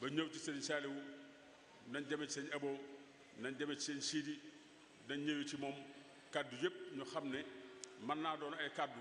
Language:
Wolof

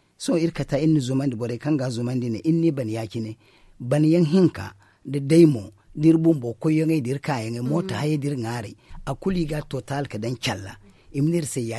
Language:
Zarma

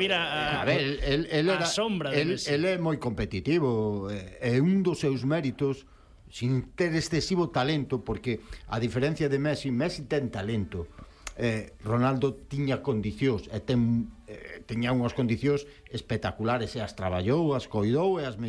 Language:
Galician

